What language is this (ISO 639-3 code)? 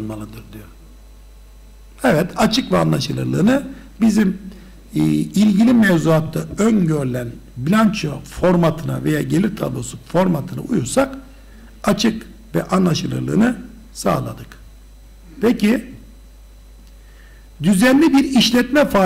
tur